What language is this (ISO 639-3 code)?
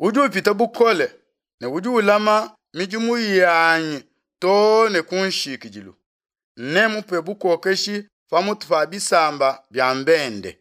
lua